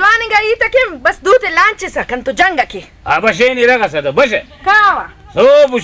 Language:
Brahui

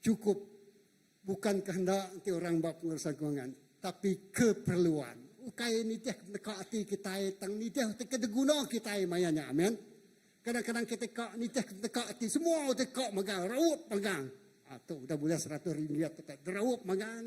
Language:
Iban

